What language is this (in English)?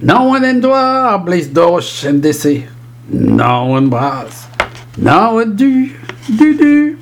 Breton